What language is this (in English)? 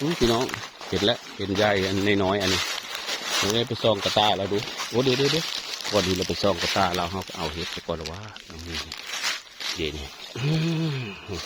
Northeastern Thai